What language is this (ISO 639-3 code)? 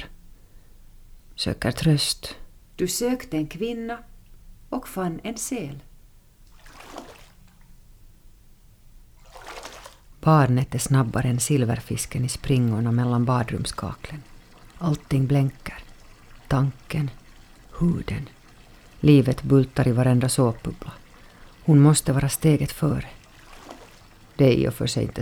swe